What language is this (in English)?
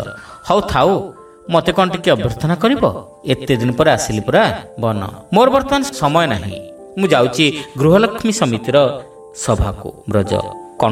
Odia